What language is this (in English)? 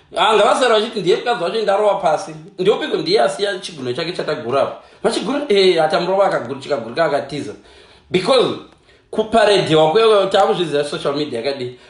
Shona